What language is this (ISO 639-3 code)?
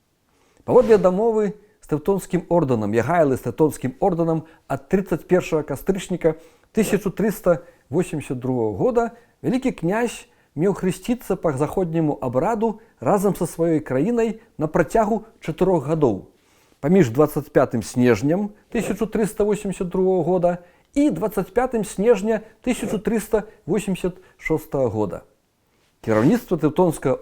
bel